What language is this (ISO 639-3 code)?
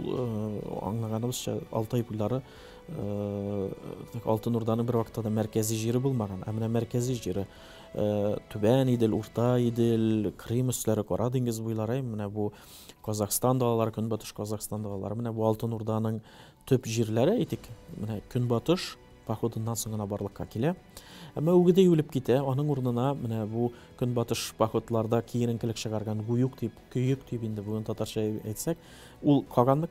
tat